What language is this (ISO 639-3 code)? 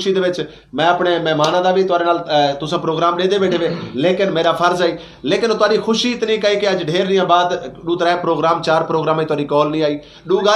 skr